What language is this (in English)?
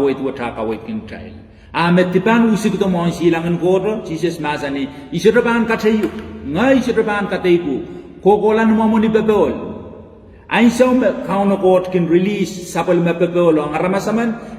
Pohnpeian